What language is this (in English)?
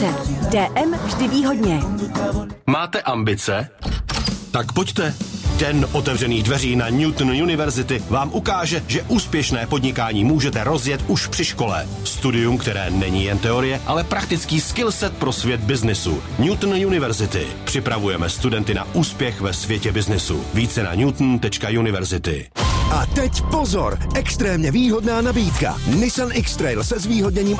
Czech